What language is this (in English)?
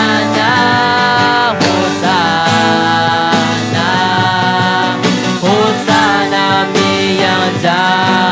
Akha